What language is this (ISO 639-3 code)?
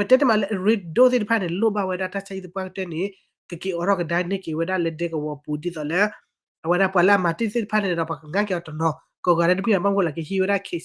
ksw